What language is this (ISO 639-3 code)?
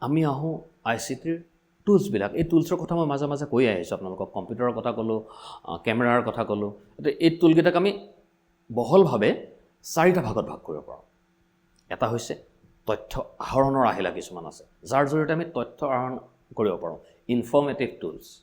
asm